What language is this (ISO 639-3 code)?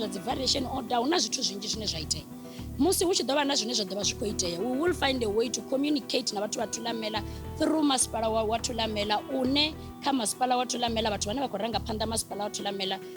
ven